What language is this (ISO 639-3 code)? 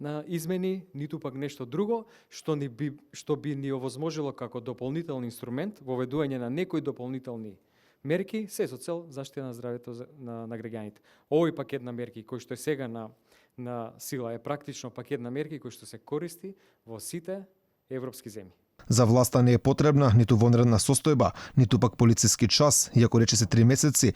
mkd